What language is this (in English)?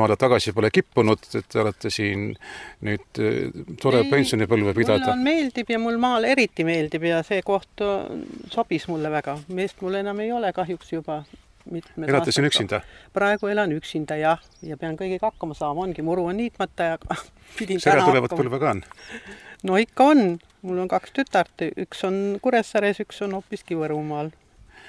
Estonian